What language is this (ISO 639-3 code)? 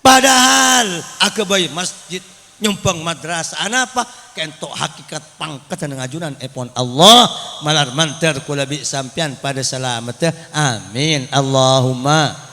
mad